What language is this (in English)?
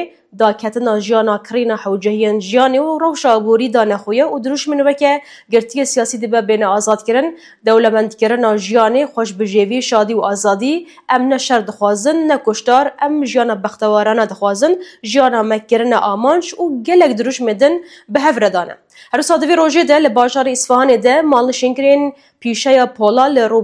Kurdish